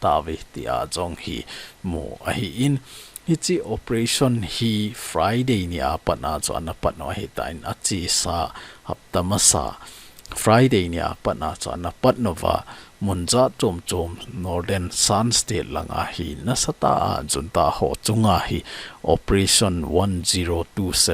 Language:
Thado Chin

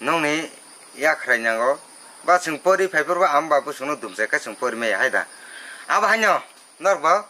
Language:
Kok Borok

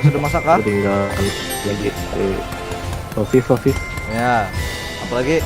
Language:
Banjar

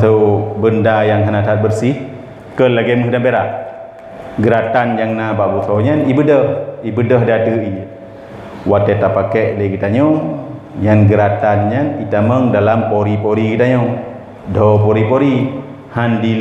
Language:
Achinese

